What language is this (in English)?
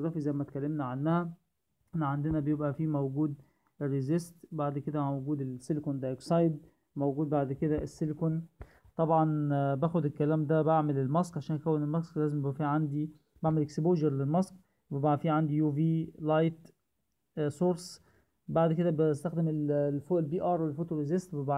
Egyptian Arabic